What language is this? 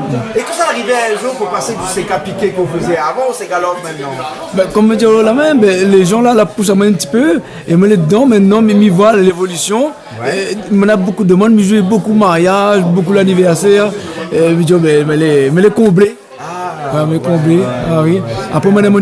Réunion Creole French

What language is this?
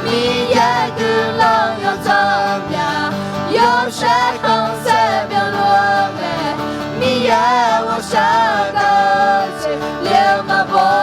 Akha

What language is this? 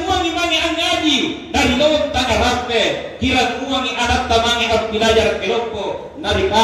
Makasar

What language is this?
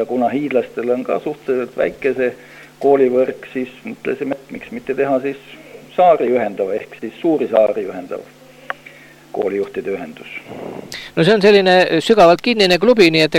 Estonian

